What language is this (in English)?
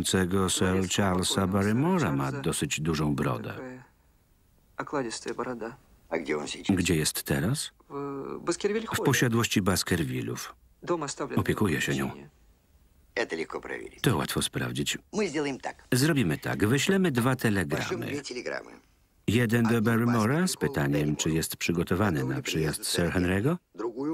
Polish